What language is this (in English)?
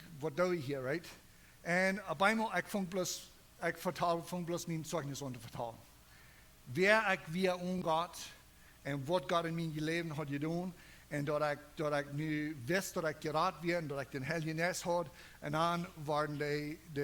Plautdietsch